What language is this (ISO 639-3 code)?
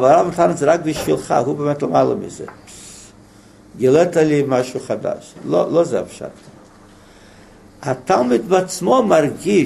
heb